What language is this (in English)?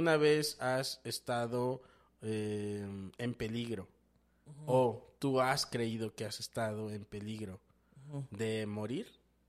Spanish